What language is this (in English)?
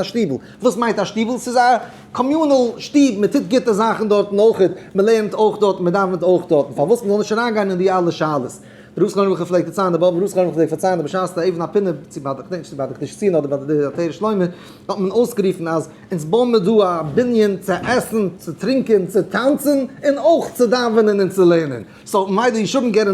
Yiddish